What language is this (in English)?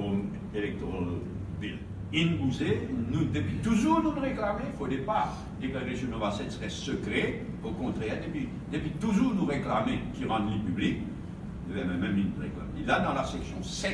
Morisyen